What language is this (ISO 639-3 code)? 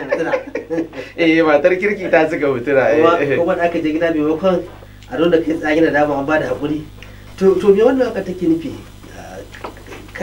hau